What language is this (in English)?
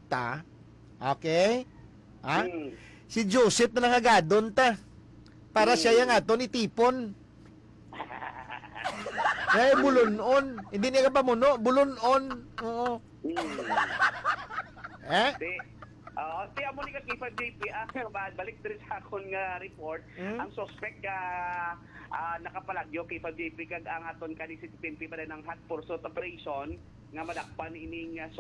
Hiligaynon